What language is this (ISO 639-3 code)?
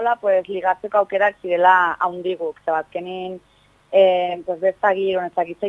eus